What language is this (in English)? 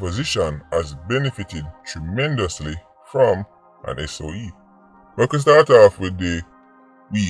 Jamaican Creole English